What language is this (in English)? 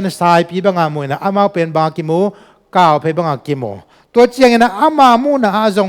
Tedim Chin